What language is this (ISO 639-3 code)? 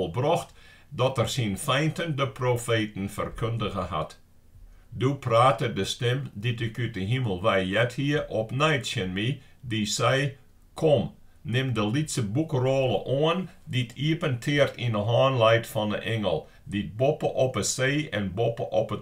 fry